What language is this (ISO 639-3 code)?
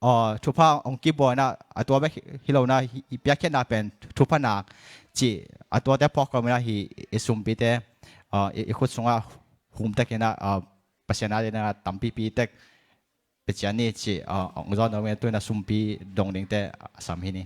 ctd